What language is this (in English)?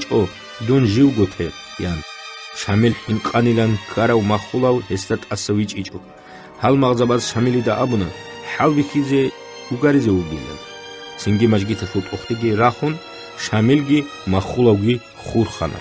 Avaric